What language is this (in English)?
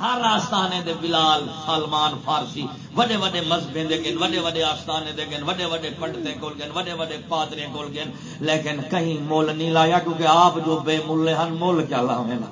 Saraiki